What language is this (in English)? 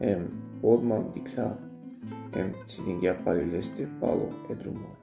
Balkan Romani